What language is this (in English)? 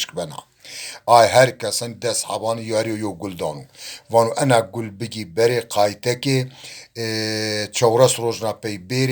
Zaza